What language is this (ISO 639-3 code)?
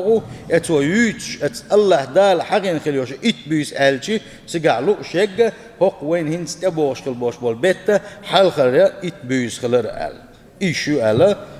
che